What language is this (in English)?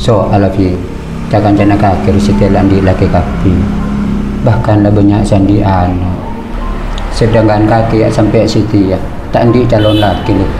Madurese